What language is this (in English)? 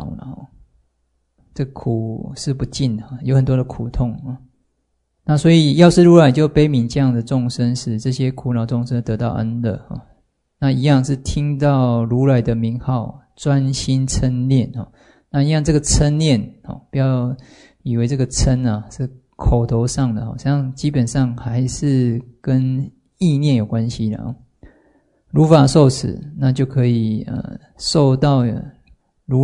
Chinese